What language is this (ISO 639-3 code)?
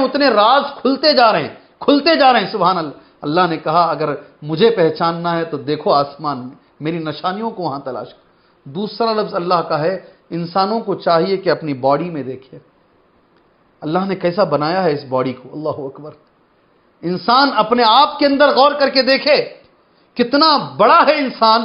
urd